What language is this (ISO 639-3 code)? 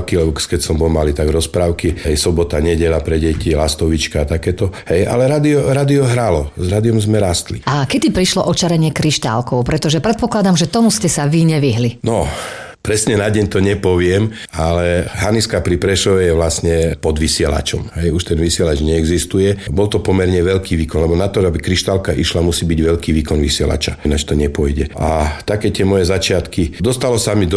slk